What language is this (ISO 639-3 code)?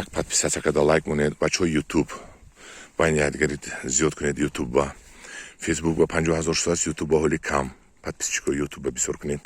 tgk